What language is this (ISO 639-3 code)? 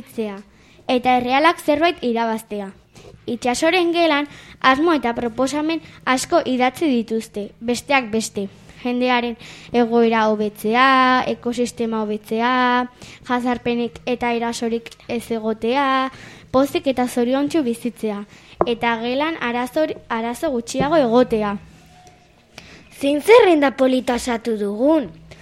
eus